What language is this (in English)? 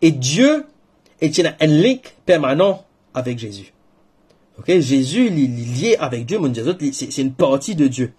Morisyen